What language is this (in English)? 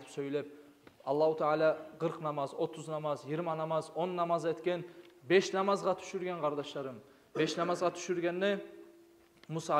Kumyk